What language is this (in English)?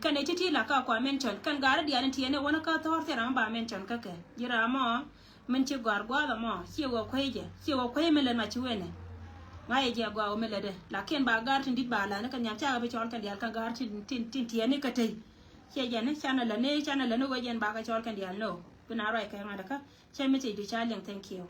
Nuer